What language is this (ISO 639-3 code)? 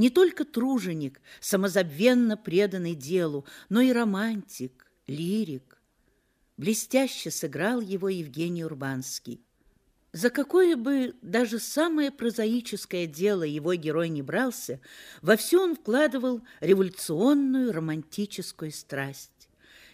rus